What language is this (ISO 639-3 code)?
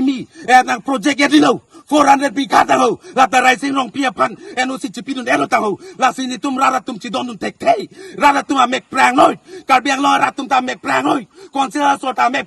mjw